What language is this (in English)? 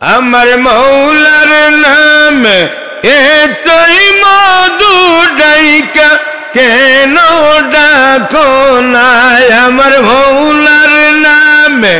Sylheti